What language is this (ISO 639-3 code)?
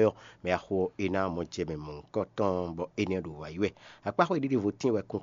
fon